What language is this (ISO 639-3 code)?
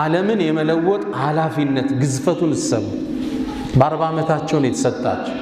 amh